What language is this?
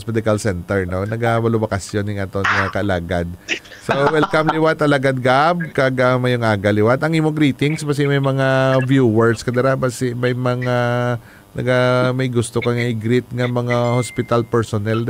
Hiligaynon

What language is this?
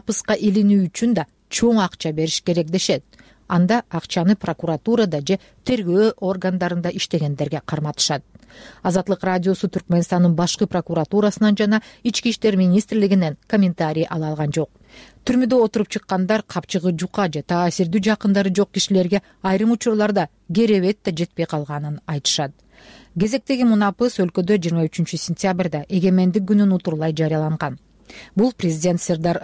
Kyrgyz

